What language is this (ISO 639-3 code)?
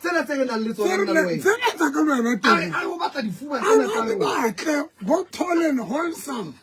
sot